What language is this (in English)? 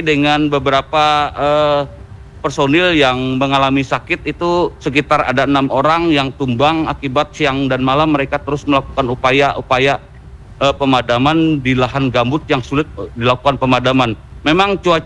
Indonesian